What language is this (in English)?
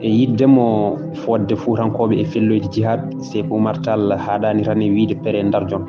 Fula